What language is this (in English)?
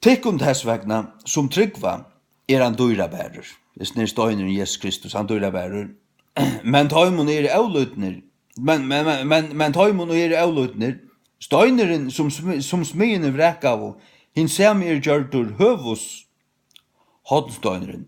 Faroese